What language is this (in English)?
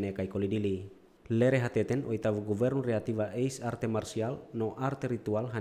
Tetum